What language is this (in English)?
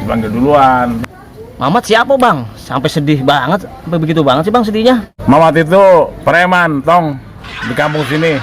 Betawi